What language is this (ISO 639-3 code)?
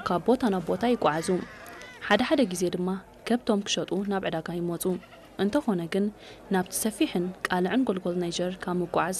tir